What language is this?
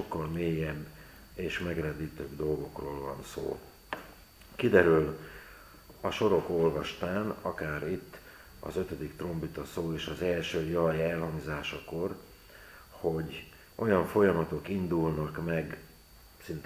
Hungarian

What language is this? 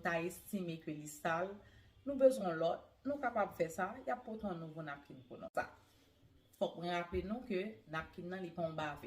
Haitian Creole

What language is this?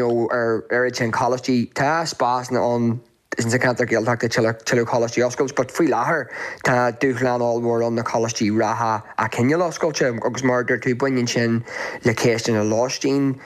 Irish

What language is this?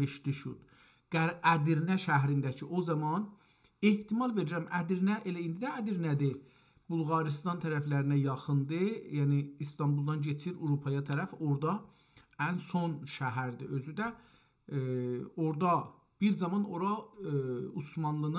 South Azerbaijani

